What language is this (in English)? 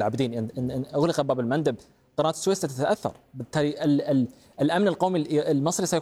Arabic